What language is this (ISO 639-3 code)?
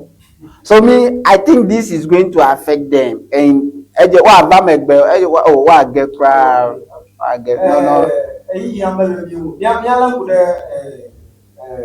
ewe